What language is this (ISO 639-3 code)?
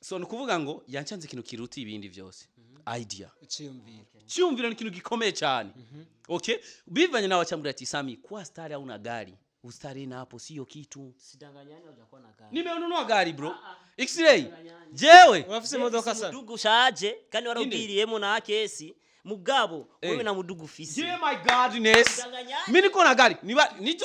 run